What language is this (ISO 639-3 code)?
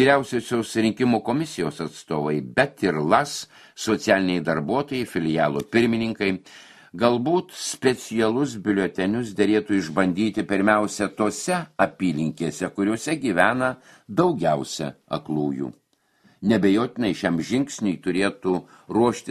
lit